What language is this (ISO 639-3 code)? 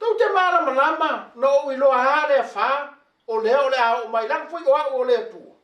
smo